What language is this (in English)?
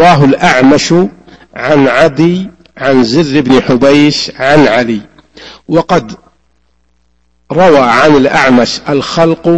Arabic